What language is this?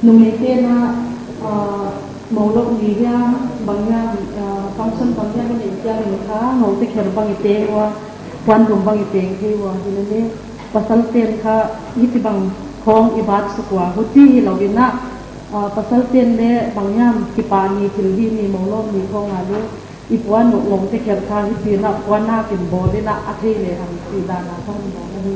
Paite Chin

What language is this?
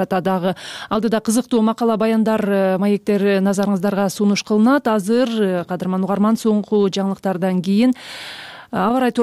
Kyrgyz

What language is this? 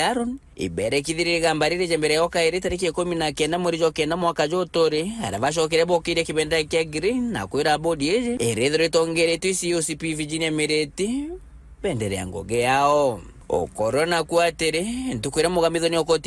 Meru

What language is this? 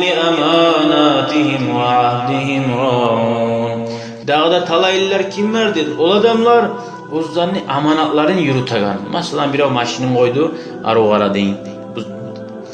Kumyk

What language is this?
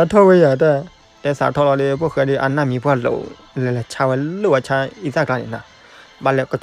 S'gaw Karen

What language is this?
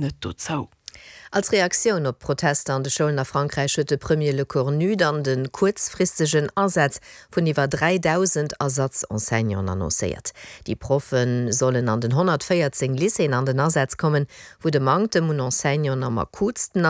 Luxembourgish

